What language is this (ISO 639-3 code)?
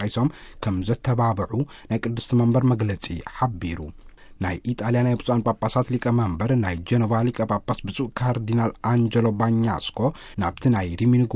tir